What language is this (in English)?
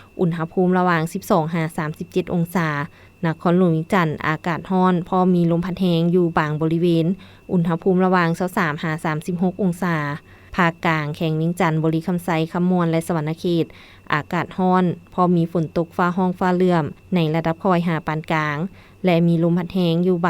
Lao